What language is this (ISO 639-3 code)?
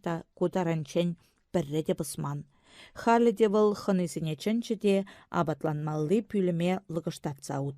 chv